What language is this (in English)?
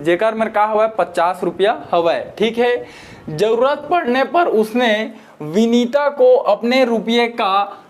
Chhattisgarhi